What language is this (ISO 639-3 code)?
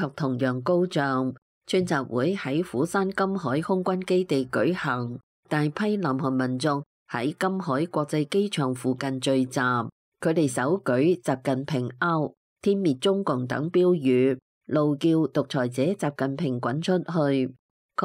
yue